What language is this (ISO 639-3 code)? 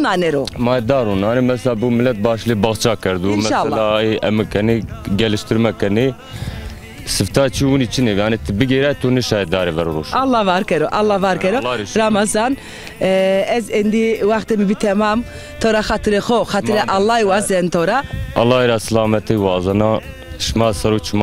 zza